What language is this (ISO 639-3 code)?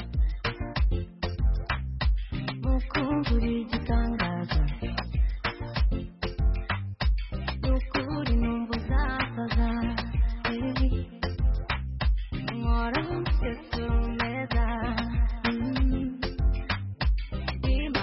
kin